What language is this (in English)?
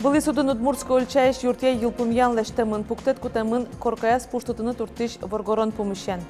Udmurt